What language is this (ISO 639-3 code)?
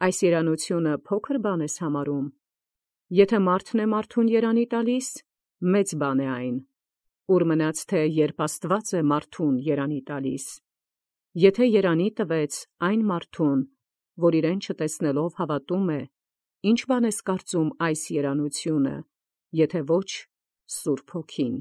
hye